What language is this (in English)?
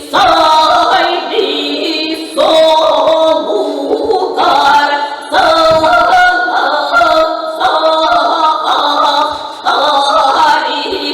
Yakut